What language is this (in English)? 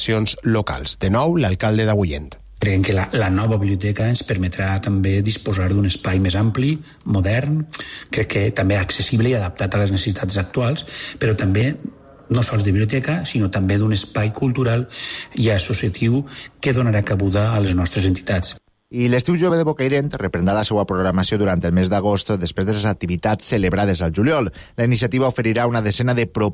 Catalan